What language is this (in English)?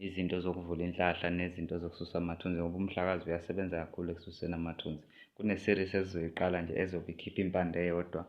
Zulu